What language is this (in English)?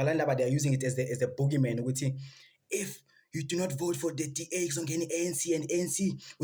Zulu